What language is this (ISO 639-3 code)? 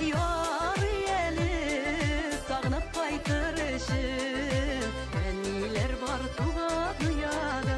bak